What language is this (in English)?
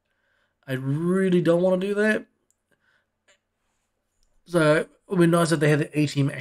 English